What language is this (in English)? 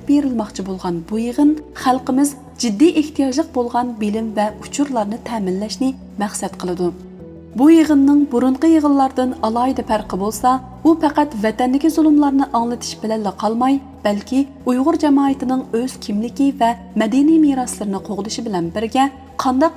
Uyghur